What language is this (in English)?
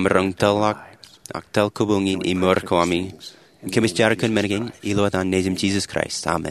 Marshallese